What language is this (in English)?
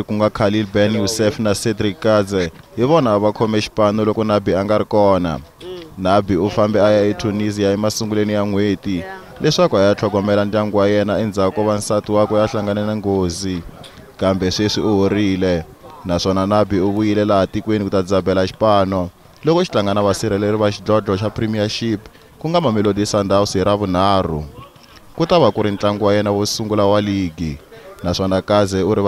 Tsonga